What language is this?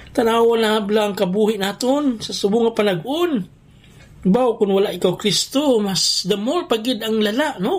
Hiligaynon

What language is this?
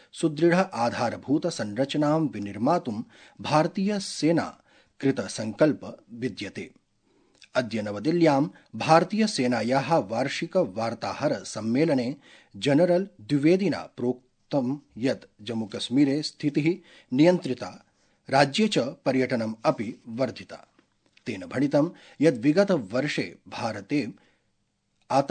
Sanskrit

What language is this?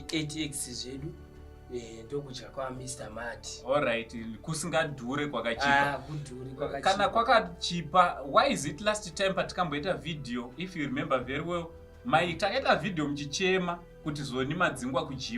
Shona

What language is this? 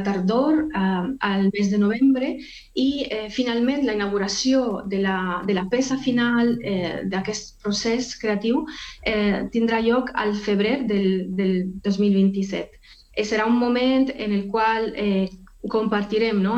Catalan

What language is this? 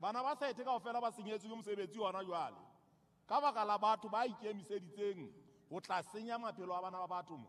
Southern Sotho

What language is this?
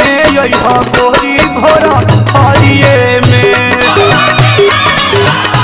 Bhojpuri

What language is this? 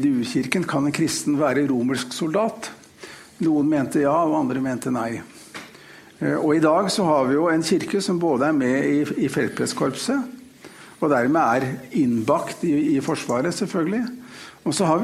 Norwegian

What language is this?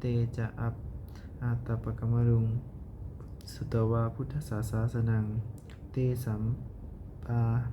Pali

